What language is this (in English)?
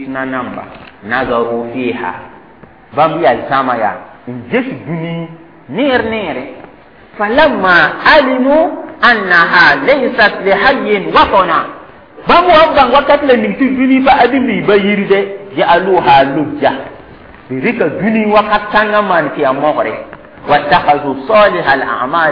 Mossi